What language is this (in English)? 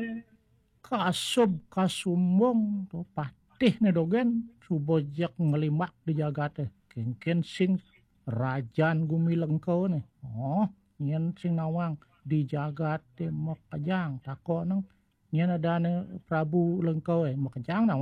Balinese